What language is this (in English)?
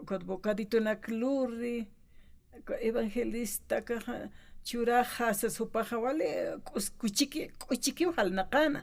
Aymara